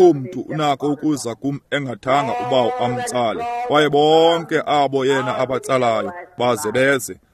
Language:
Xhosa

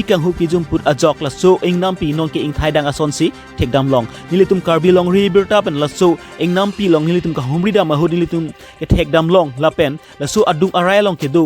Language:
Karbi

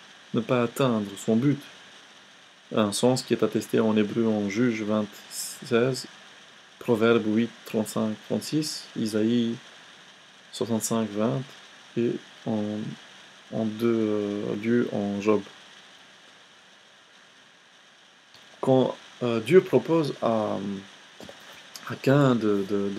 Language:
French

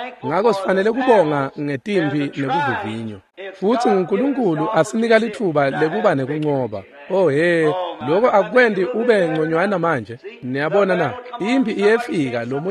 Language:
Swati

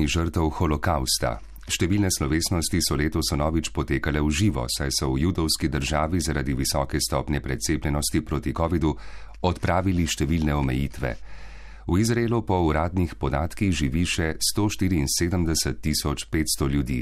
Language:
Slovenian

